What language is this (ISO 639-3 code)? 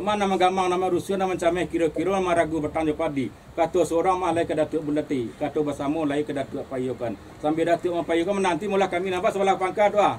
min